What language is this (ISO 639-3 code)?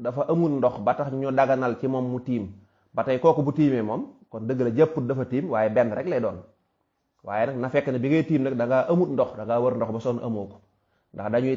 wol